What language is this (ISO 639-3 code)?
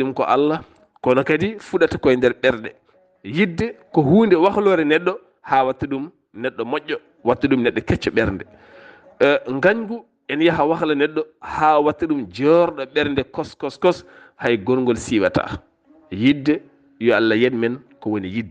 ful